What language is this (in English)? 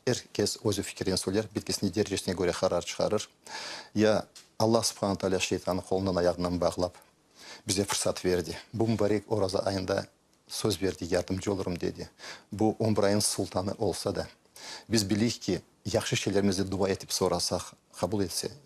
Crimean Tatar